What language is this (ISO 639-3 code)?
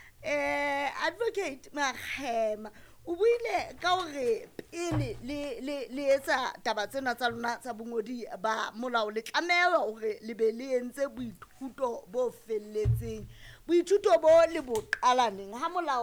sot